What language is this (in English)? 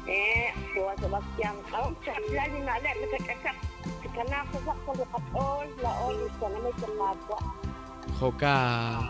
Kekchí